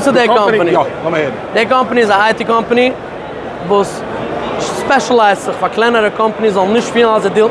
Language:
Yiddish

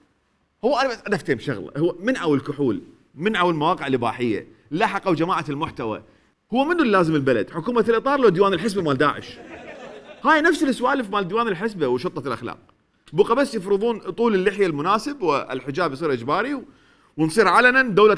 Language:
Mesopotamian Arabic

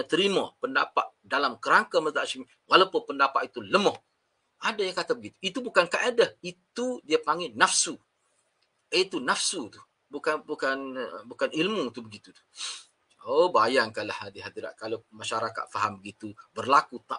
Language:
Malay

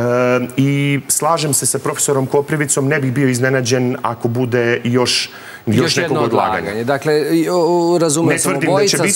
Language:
Serbian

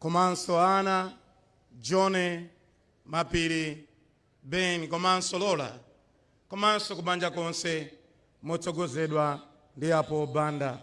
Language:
Nyanja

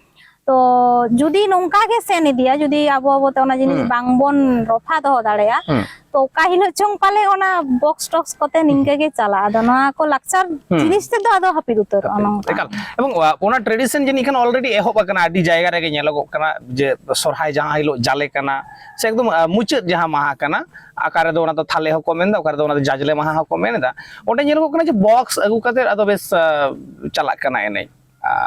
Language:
Santali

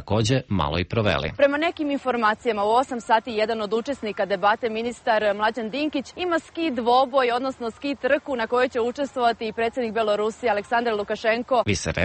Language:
Serbian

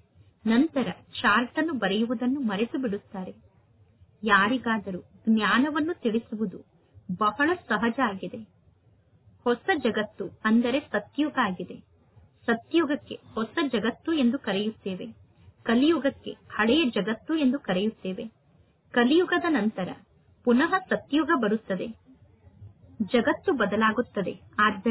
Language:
Kannada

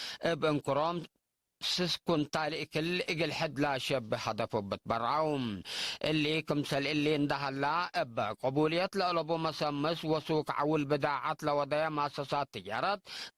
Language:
Tigre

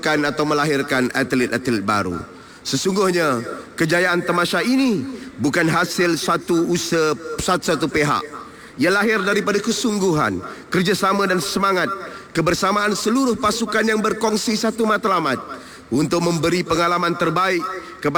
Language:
Malay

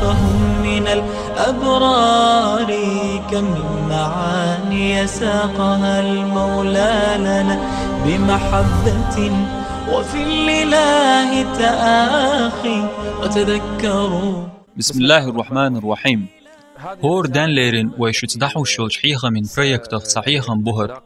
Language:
Chechen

